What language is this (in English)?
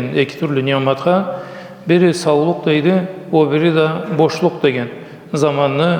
Karachay-Balkar